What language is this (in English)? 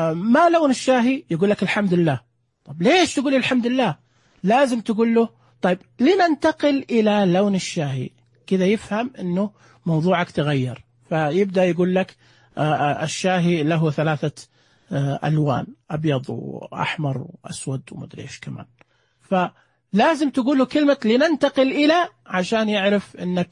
Najdi Arabic